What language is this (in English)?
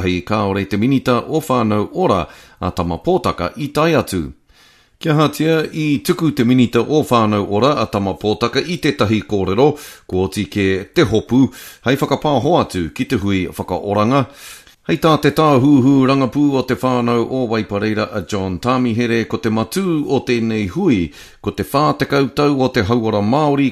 Māori